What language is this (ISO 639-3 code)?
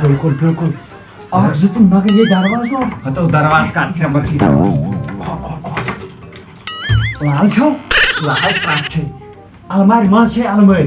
kas